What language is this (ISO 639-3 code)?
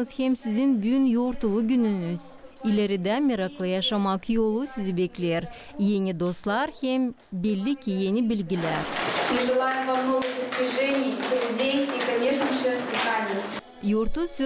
gag